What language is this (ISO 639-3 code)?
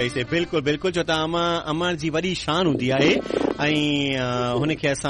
snd